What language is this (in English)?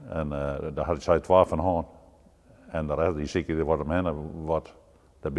Western Frisian